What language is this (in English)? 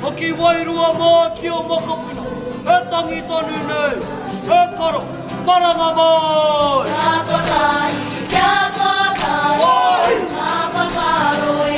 Māori